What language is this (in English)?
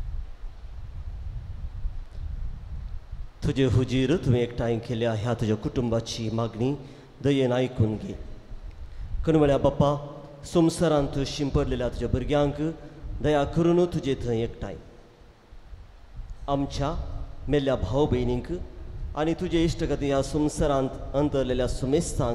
Konkani